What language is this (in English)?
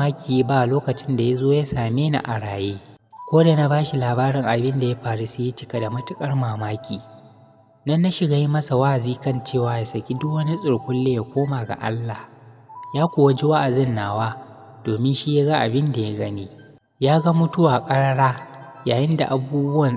Hausa